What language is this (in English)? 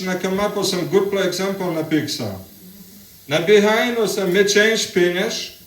Tok Pisin